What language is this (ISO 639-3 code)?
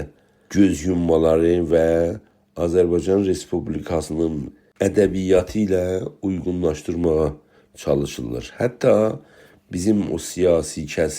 azb